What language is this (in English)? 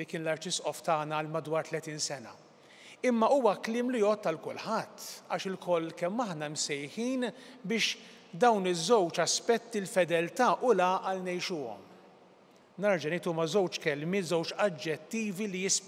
Maltese